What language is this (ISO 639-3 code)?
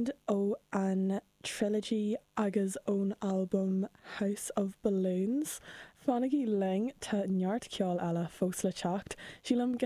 gle